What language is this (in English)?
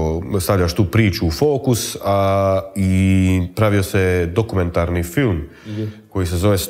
Croatian